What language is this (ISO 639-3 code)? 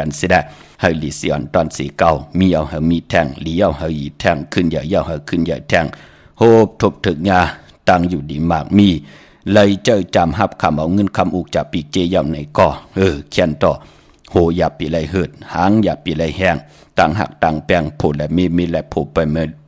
shn